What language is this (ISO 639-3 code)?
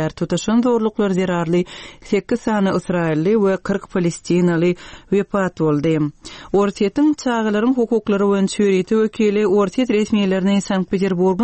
tuk